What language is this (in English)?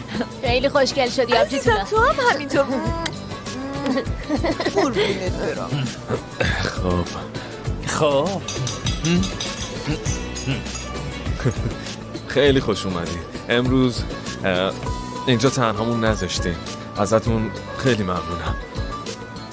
Persian